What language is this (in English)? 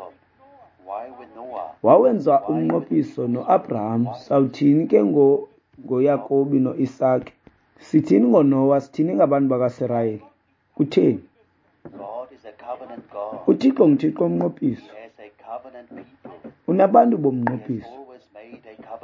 Xhosa